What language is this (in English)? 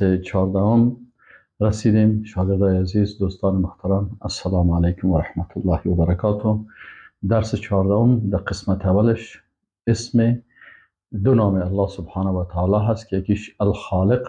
Persian